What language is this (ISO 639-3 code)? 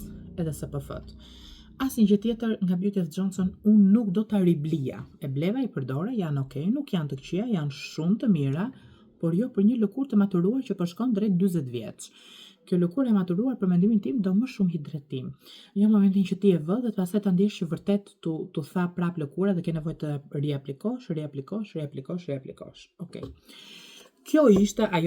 sqi